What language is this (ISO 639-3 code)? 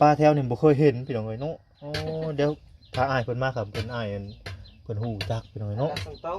lao